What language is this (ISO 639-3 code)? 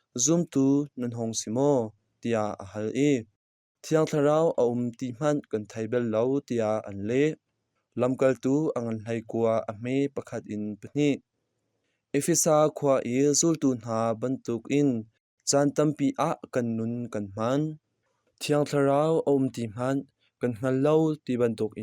cnh